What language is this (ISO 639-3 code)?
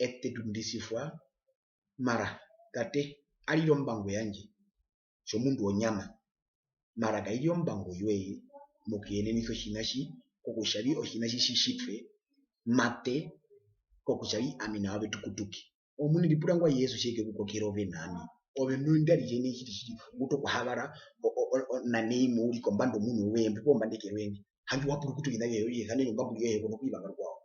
her